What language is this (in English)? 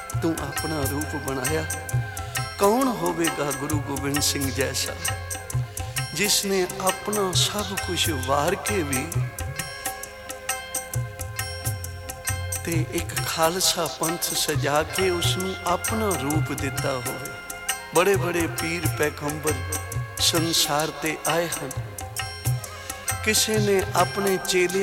Punjabi